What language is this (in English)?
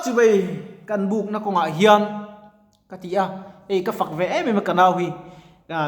Mizo